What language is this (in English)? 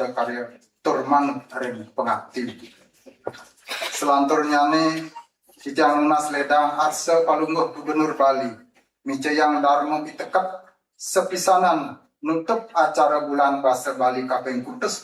Balinese